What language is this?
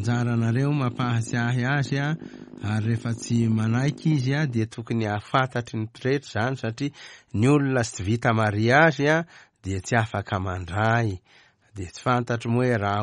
Malagasy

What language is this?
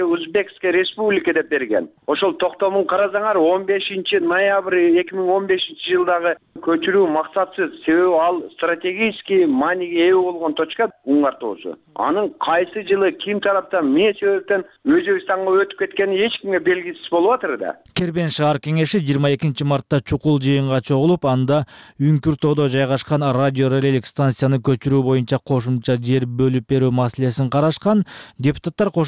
Kyrgyz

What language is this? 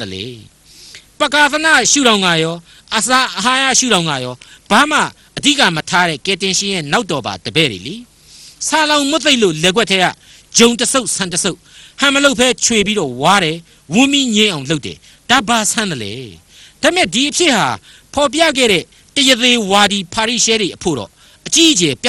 Burmese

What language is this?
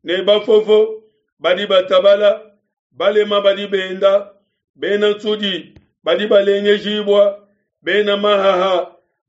Luba-Lulua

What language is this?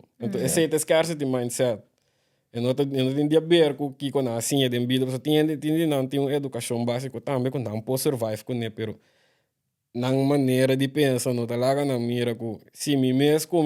Papiamento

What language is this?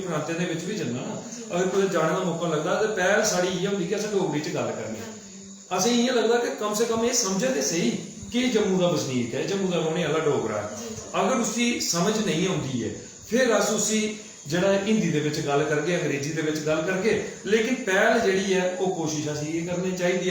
Dogri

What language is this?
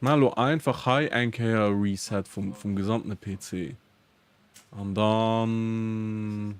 Luxembourgish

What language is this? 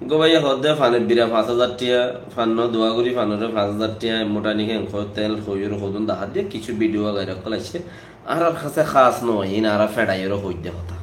Rohingya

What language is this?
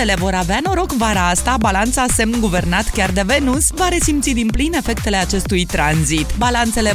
Romanian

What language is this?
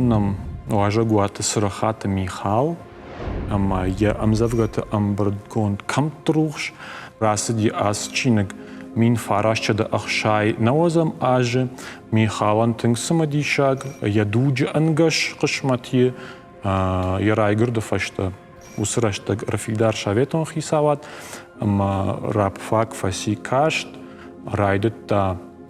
Ossetic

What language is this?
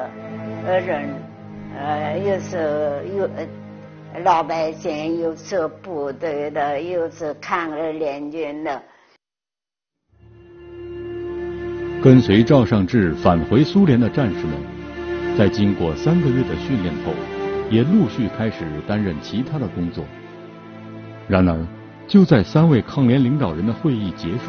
Chinese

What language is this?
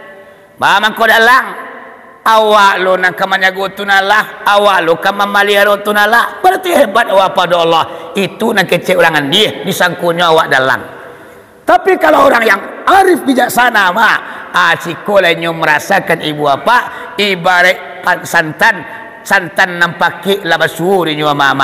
Minangkabau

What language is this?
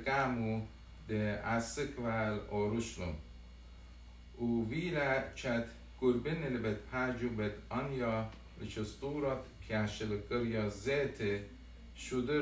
Assyrian Neo-Aramaic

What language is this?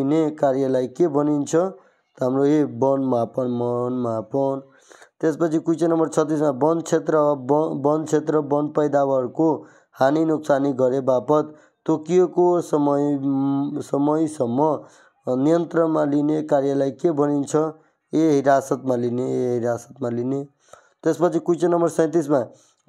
Nepali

